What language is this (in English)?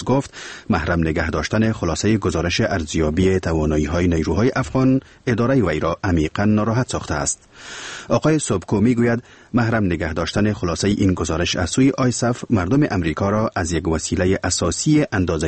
Persian